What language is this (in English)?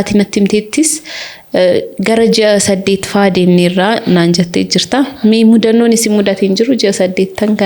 Oromo